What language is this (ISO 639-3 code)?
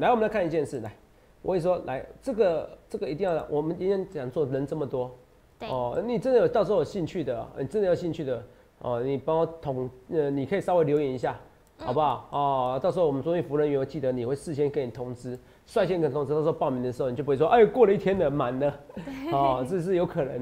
zho